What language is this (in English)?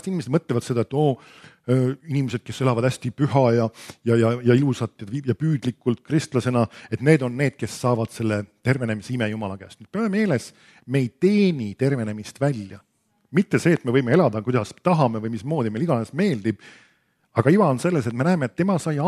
Estonian